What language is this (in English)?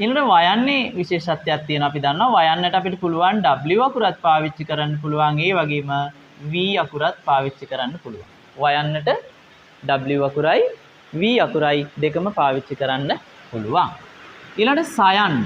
Sinhala